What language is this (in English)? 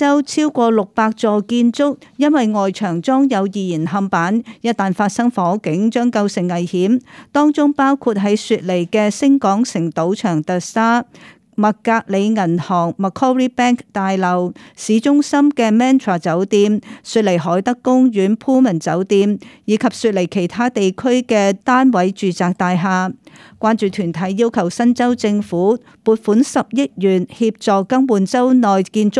Cantonese